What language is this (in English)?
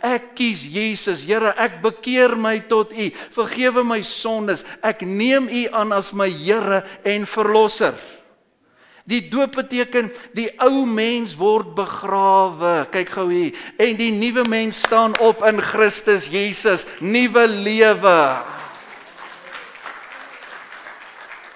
Afrikaans